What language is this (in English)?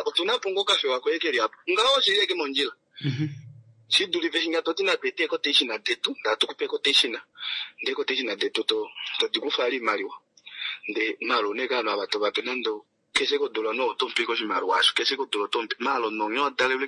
Kuanyama